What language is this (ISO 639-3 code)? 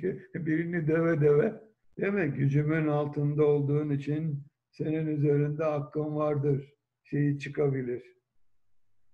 tur